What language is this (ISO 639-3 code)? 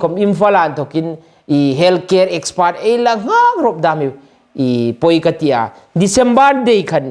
hmr